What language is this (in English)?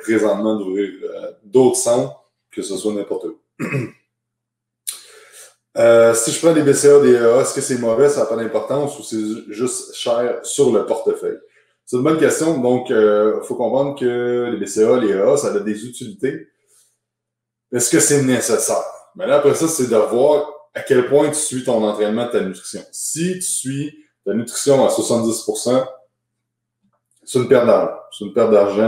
French